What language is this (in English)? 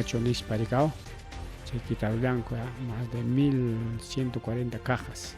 Ayacucho Quechua